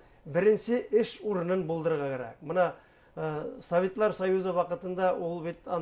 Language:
Bashkir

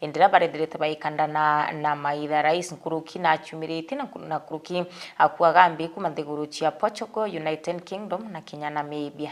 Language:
Meru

